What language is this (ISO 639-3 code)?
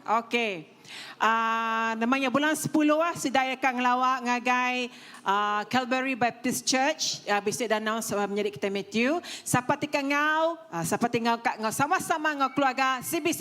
iba